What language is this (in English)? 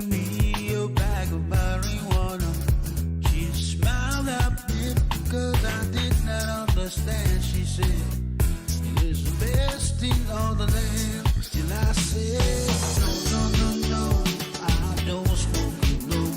Pohnpeian